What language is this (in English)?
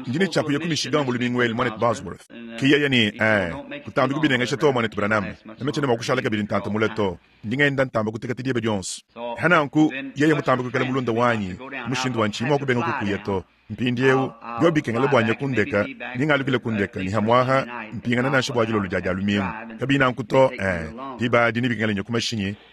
Luba-Lulua